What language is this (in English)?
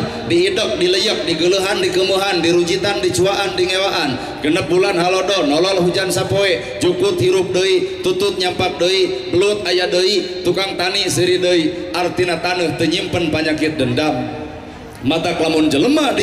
Sundanese